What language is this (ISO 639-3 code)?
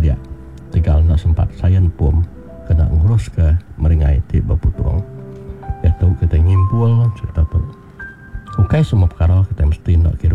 iba